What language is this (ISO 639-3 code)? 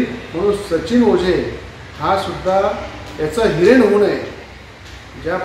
mar